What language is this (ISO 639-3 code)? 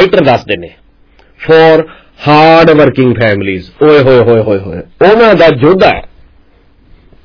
pan